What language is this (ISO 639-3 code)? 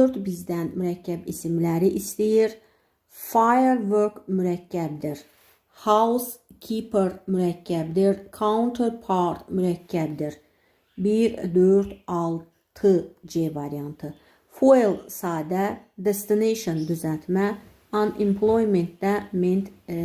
aze